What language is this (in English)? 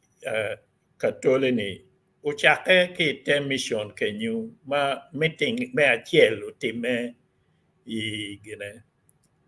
Acoli